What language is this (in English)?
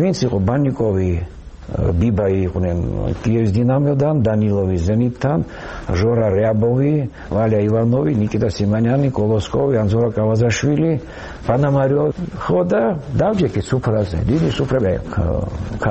Georgian